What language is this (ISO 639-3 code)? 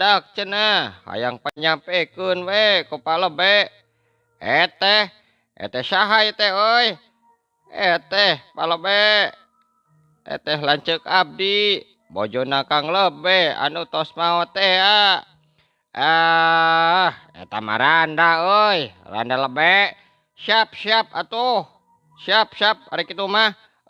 sun